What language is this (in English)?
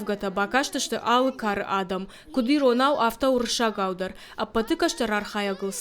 Ossetic